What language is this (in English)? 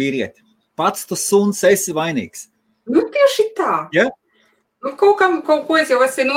Latvian